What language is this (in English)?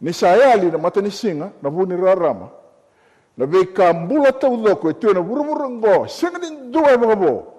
Fijian